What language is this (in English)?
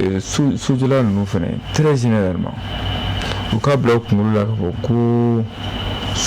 Bambara